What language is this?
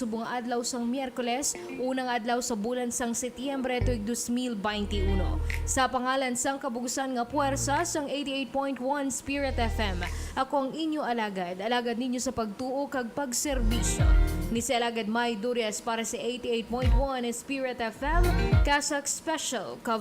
Hiligaynon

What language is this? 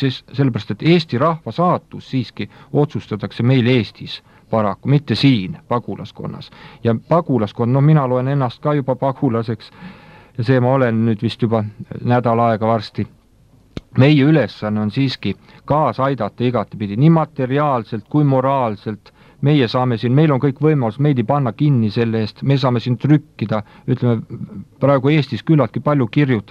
Estonian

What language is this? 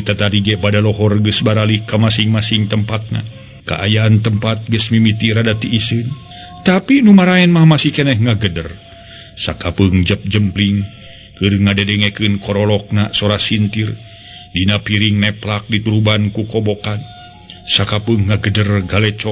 Sundanese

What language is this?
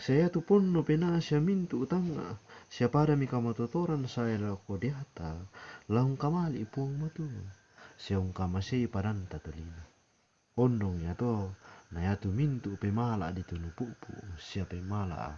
Toraja-Sa'dan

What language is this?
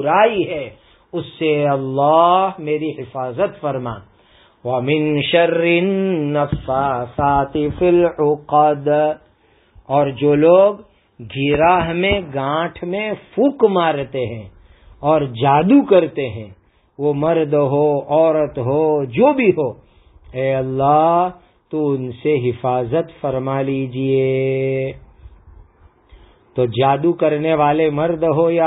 Urdu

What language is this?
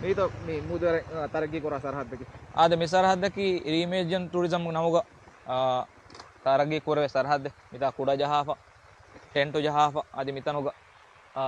Divehi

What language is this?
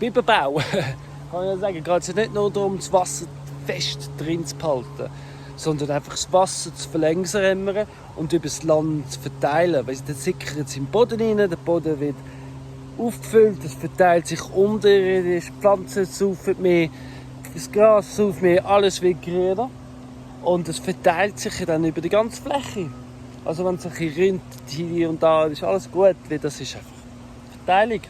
Swiss German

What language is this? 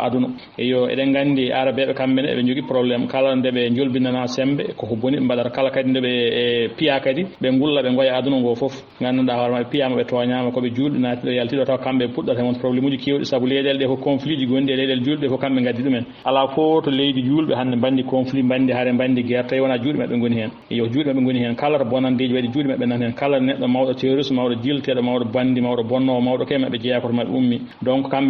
Fula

